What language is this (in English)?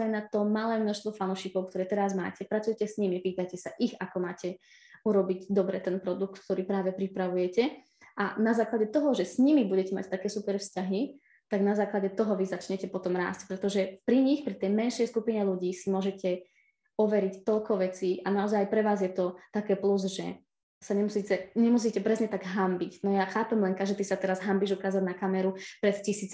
Slovak